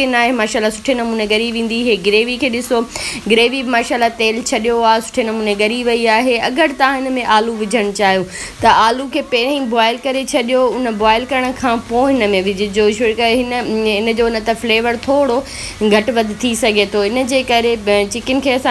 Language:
Sindhi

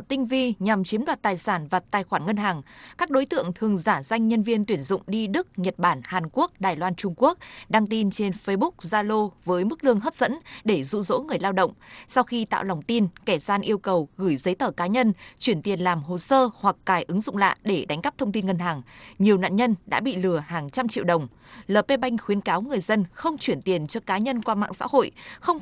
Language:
Vietnamese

